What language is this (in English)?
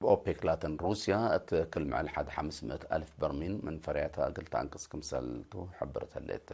Tigre